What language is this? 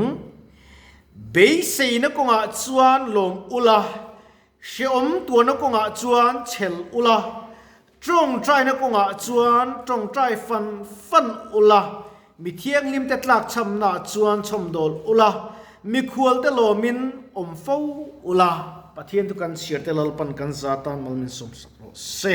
Mizo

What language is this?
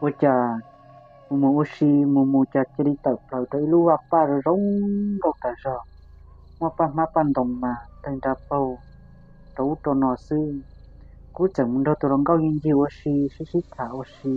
Hmong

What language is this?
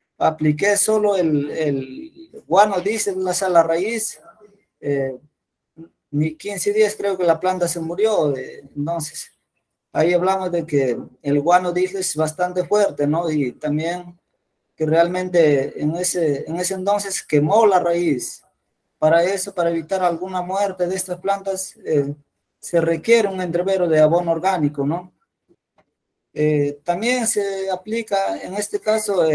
Spanish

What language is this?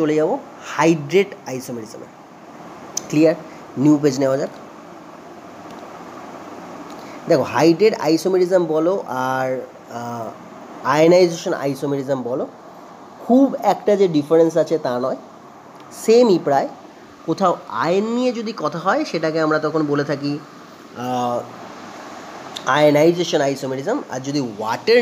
Bangla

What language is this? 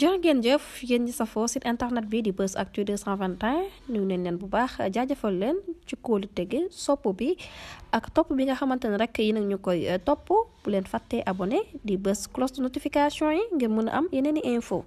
Wolof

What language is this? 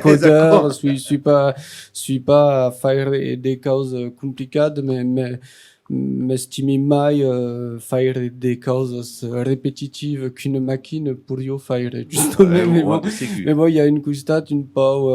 Occitan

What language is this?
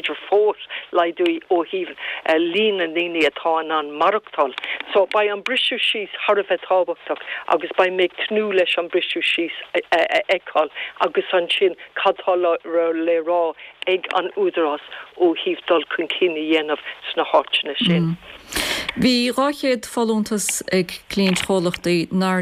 Irish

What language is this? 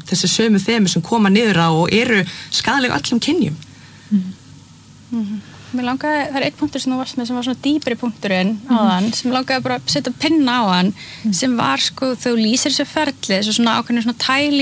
Icelandic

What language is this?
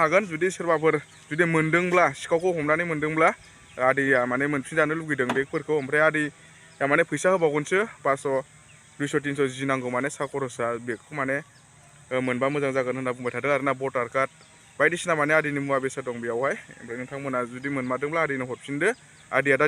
Bodo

